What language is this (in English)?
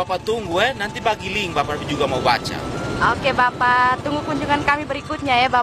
Indonesian